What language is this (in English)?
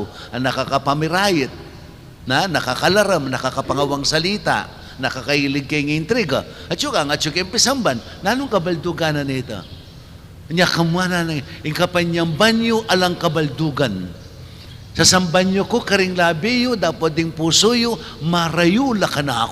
Pampanga